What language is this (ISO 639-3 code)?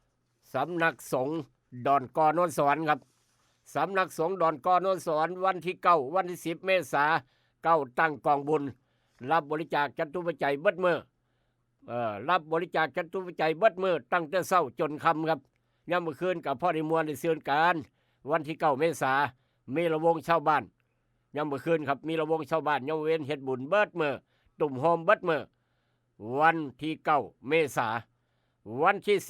tts